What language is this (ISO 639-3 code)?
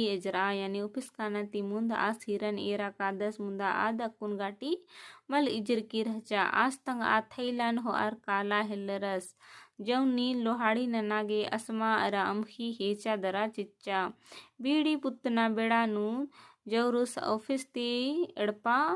kru